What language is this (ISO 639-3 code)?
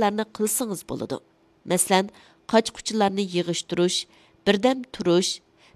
uig